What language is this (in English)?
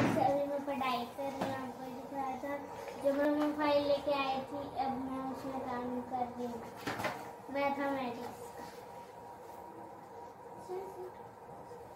Hindi